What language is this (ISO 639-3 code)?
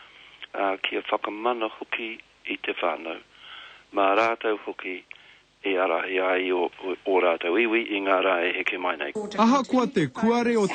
mri